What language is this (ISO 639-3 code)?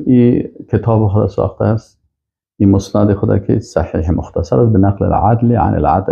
fas